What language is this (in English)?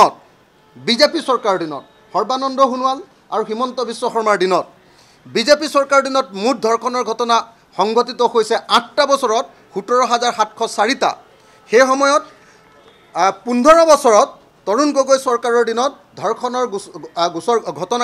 Assamese